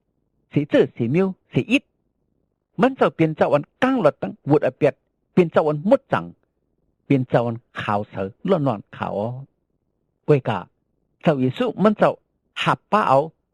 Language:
Shan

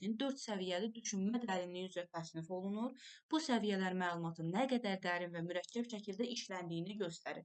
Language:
Azerbaijani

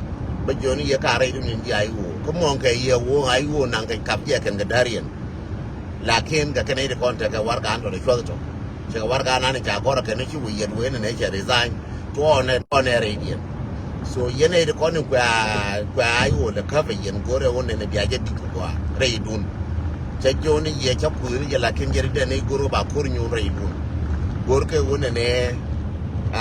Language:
Nuer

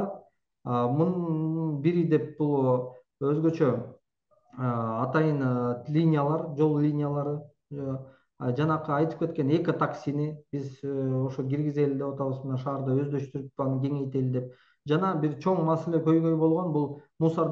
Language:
Kyrgyz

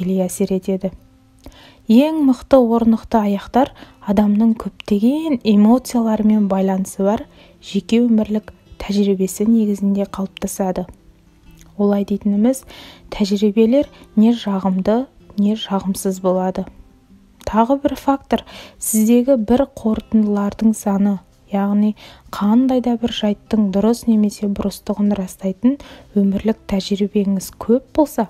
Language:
Kazakh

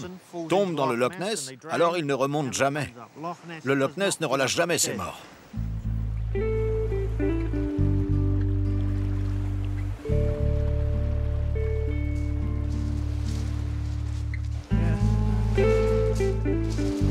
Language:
French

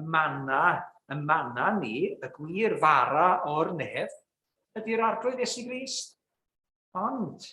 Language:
Welsh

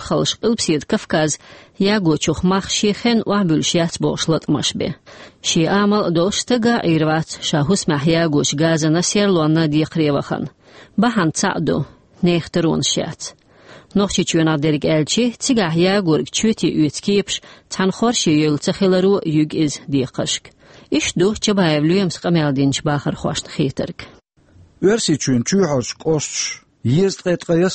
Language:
Chechen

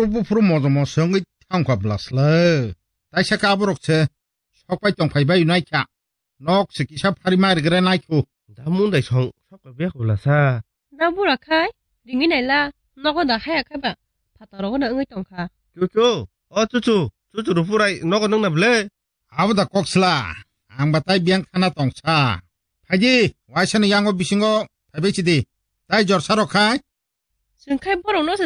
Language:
Kok Borok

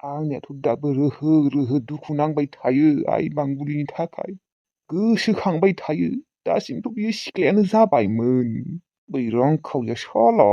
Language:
Bodo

